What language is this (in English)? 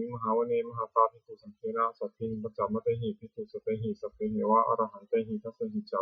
Pali